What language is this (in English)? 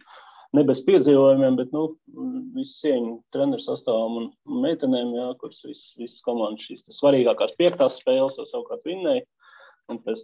Latvian